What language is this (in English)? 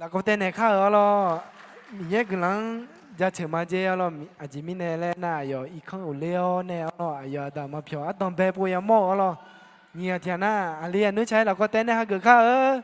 Akha